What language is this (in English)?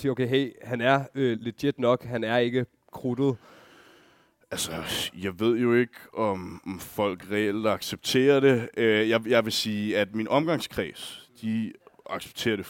Danish